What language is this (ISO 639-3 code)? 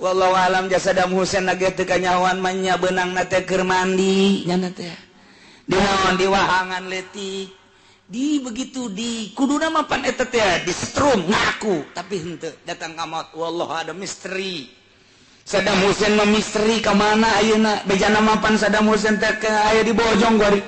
sun